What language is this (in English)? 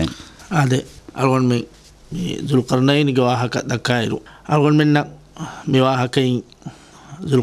Divehi